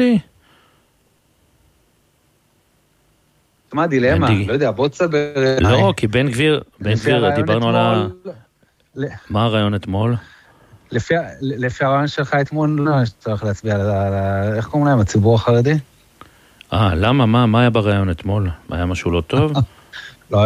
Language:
Hebrew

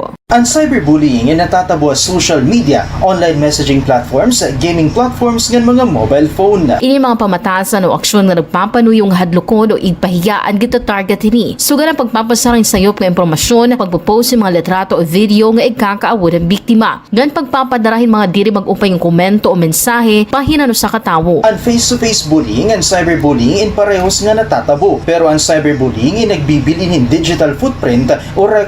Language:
Waray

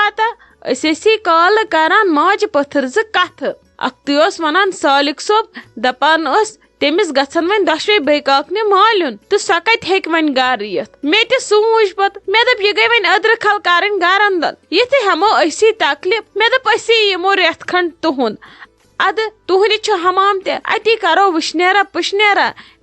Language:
Kashmiri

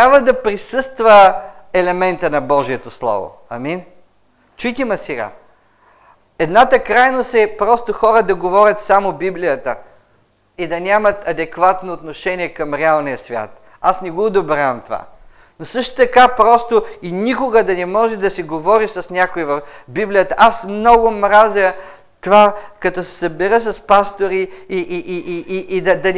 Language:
Bulgarian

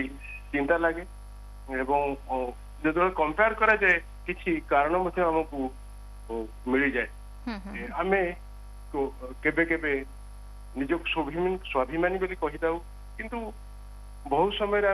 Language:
Odia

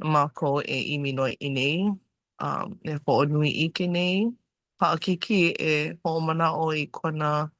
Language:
Hawaiian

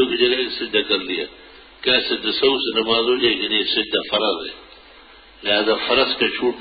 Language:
Urdu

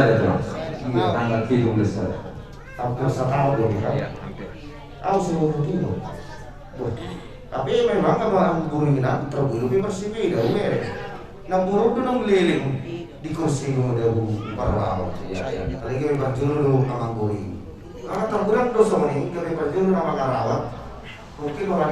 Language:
Batak Toba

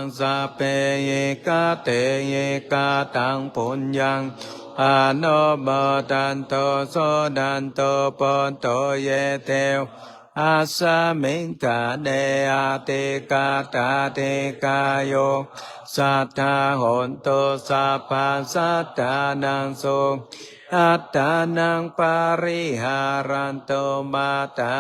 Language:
Pali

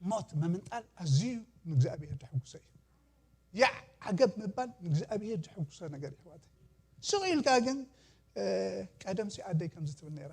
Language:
Tigrinya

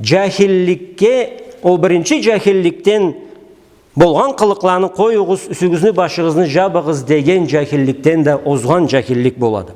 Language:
Karachay-Balkar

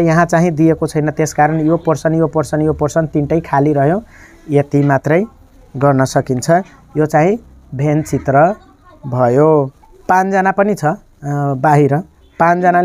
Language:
Nepali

